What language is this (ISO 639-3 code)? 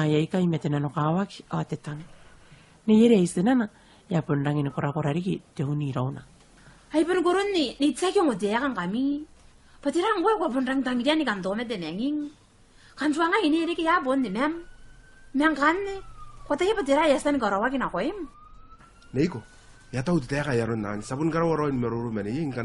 gil